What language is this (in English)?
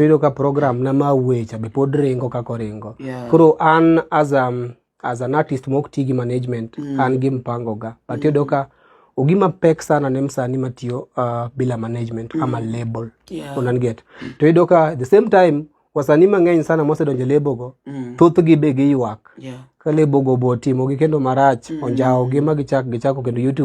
Luo (Kenya and Tanzania)